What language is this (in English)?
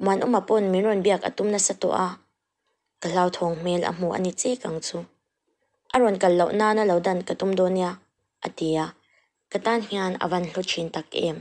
Mizo